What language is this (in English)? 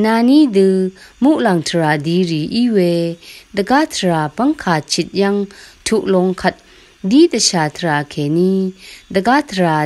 Rawang